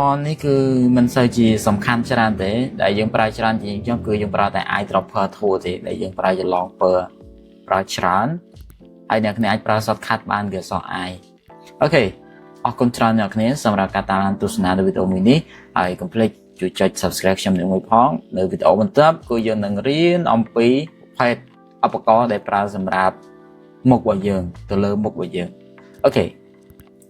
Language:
Khmer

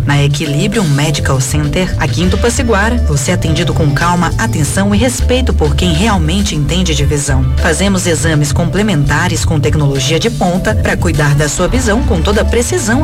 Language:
Portuguese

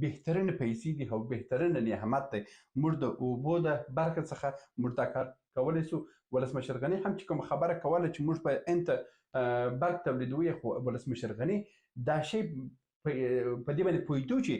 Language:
Pashto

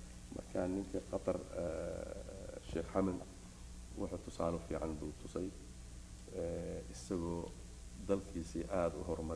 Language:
Somali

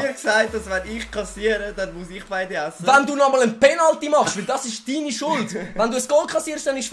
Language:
Swiss German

